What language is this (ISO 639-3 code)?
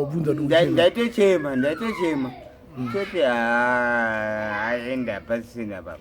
sna